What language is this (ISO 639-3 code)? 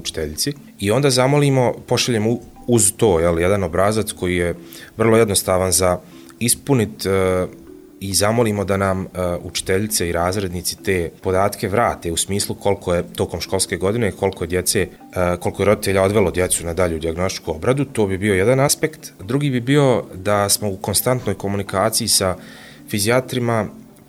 bos